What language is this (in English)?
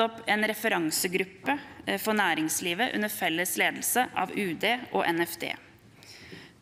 Norwegian